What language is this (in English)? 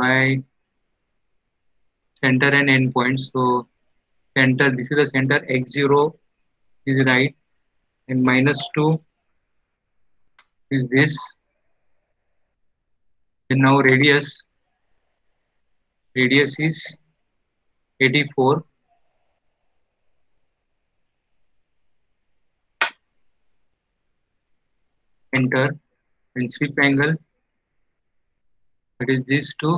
English